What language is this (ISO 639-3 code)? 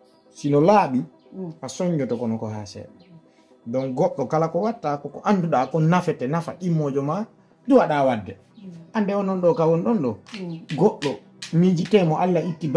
ful